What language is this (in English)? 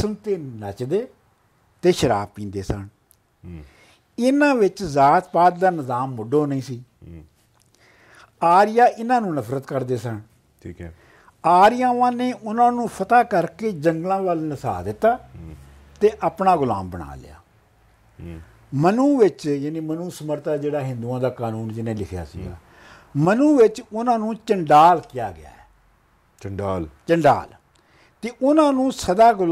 Punjabi